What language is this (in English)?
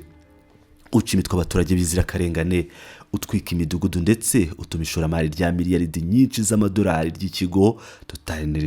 Kinyarwanda